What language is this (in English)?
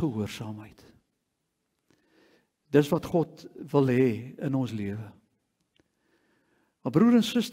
Afrikaans